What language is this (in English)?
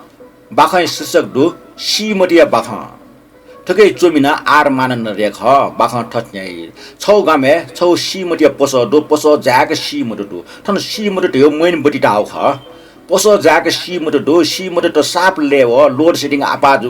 Newari